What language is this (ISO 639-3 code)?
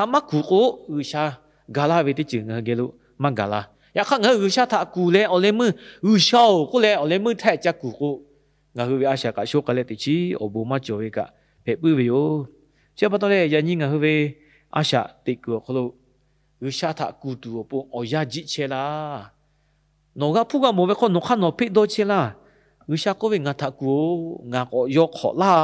lhu